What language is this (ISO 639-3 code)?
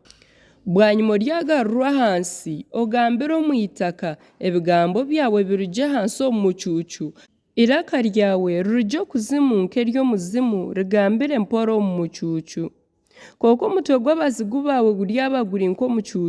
nyn